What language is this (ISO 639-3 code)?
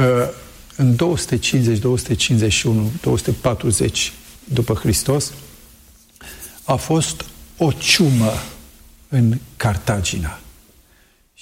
ron